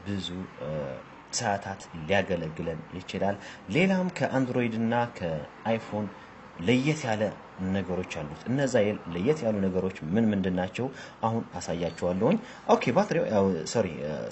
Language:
Amharic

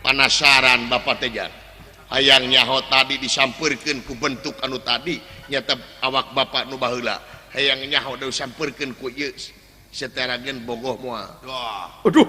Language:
Sundanese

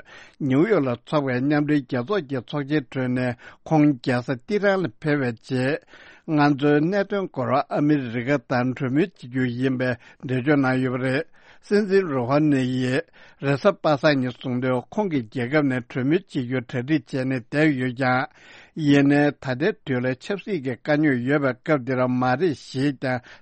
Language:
Tibetan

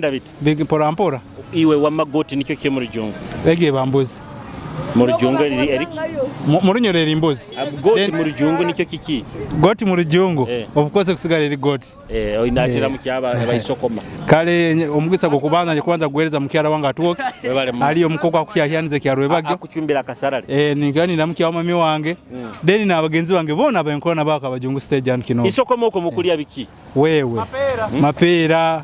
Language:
Nyoro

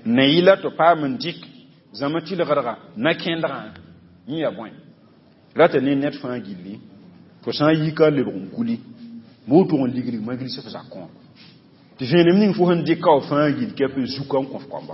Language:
Mossi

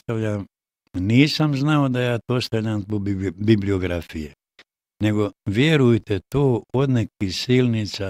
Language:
Bosnian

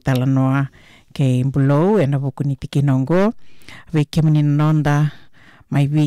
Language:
Fijian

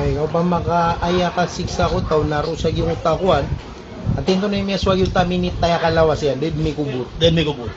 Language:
Maranao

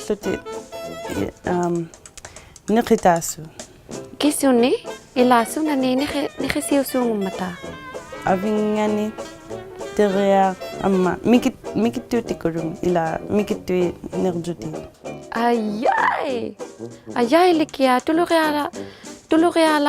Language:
Inuktitut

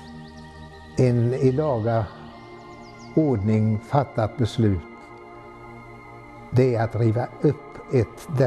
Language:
Swedish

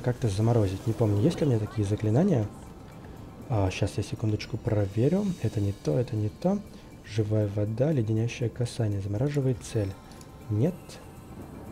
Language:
Russian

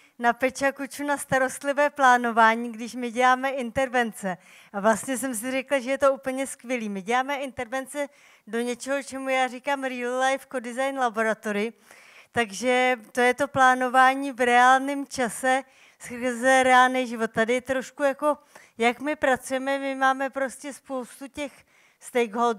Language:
Czech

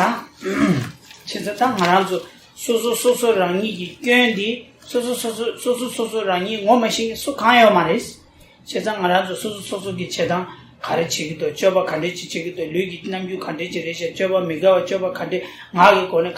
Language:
Tibetan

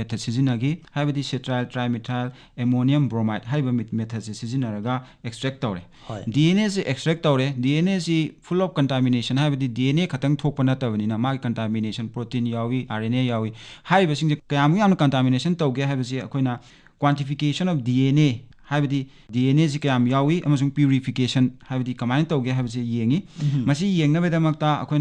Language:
Manipuri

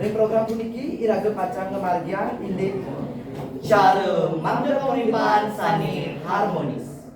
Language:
Balinese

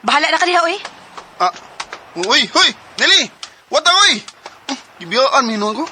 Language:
Cebuano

